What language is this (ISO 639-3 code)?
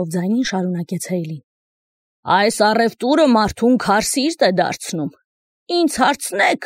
hye